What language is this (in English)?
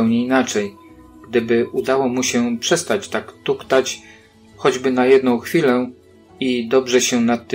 Polish